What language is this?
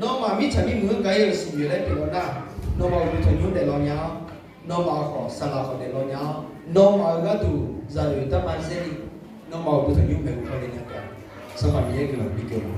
Akha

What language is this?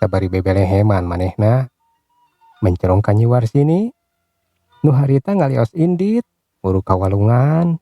Sundanese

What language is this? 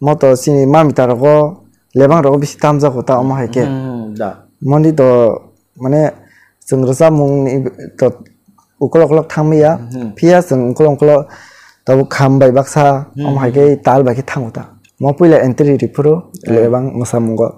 Kok Borok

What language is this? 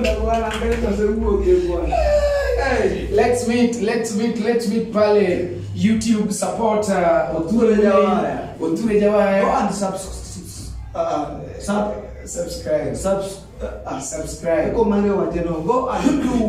Luo (Kenya and Tanzania)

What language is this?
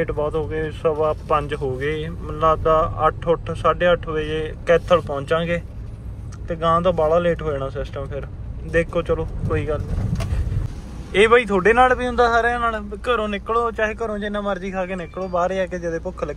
Punjabi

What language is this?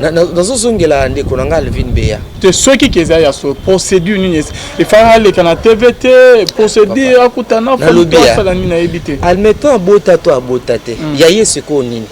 Lingala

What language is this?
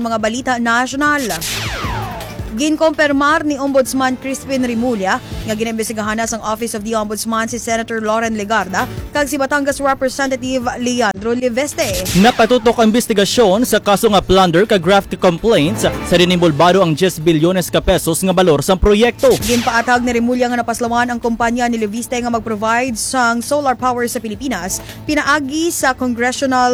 Hiligaynon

